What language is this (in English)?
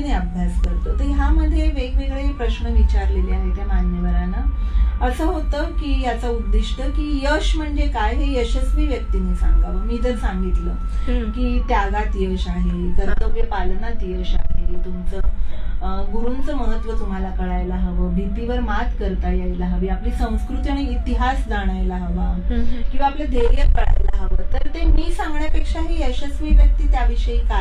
Marathi